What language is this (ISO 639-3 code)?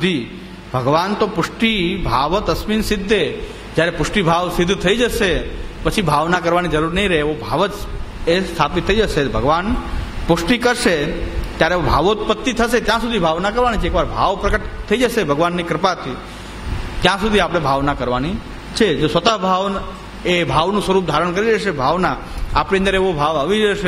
guj